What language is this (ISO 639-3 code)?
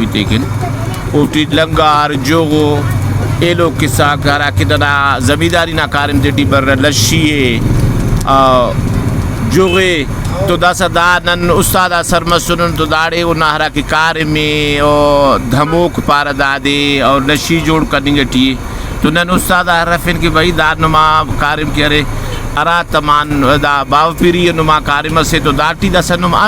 brh